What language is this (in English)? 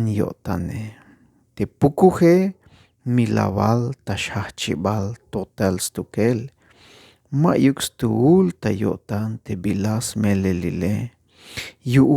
Tzeltal